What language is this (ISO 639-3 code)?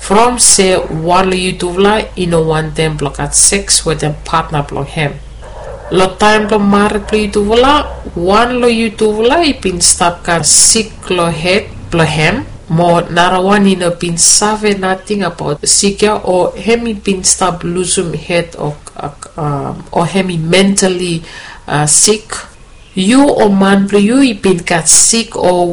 bis